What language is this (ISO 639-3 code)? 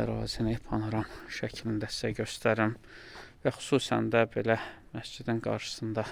aze